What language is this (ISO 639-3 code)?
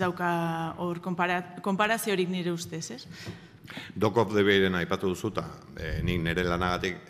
eus